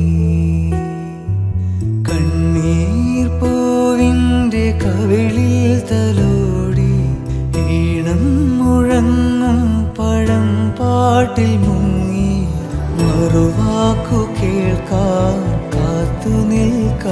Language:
Malayalam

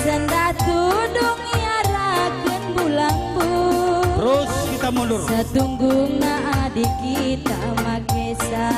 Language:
Batak Karo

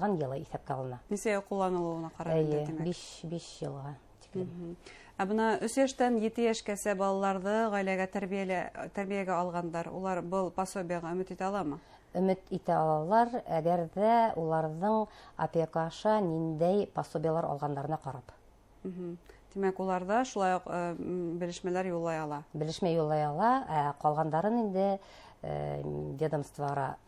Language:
Bashkir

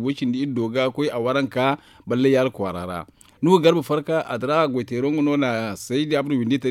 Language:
Zarma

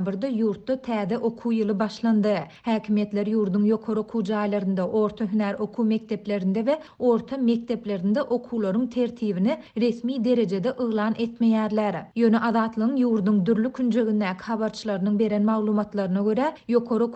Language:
Turkmen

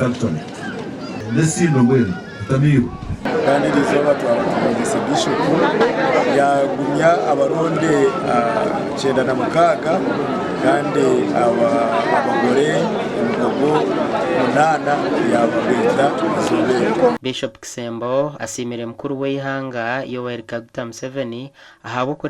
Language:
Nyankole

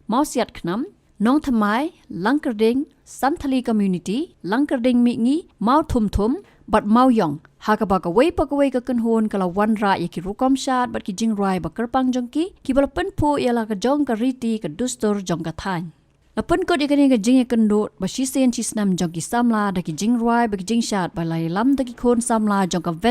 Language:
Khasi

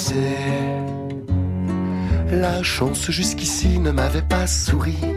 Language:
French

